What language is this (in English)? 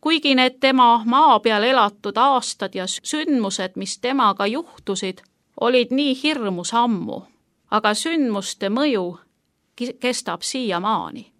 Estonian